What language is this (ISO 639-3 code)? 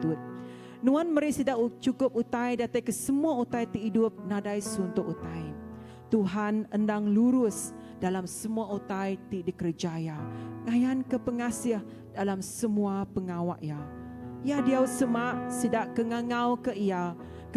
iba